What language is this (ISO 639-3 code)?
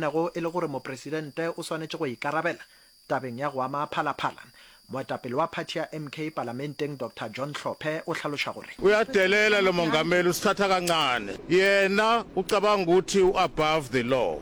nso